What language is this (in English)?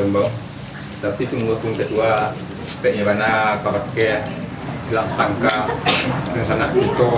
Minangkabau